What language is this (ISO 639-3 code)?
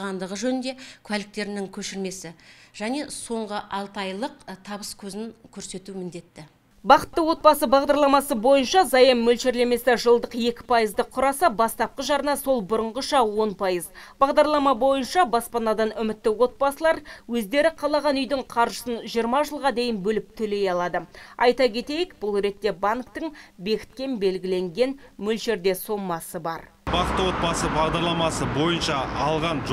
kaz